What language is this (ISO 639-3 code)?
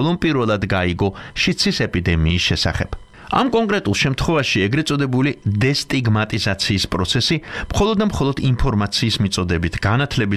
kat